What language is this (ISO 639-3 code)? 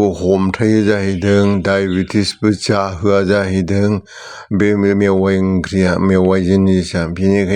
brx